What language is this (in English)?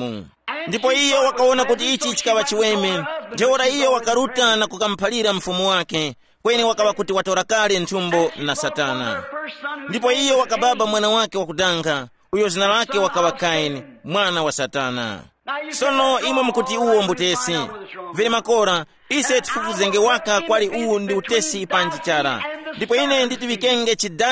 Tumbuka